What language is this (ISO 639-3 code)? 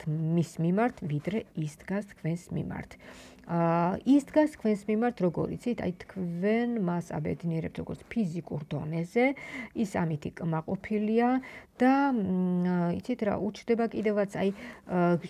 kat